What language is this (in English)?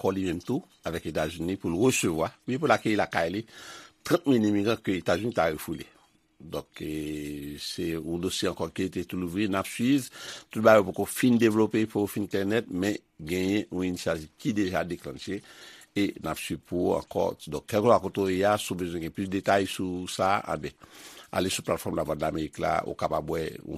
Haitian Creole